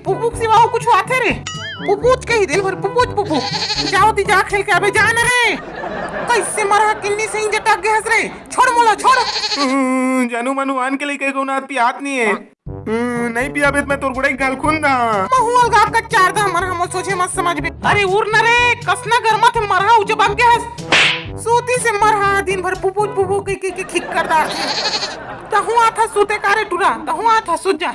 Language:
Chhattisgarhi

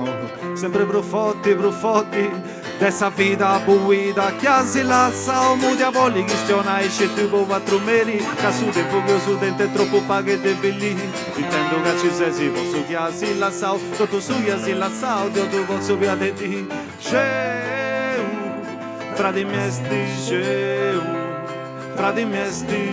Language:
Sardinian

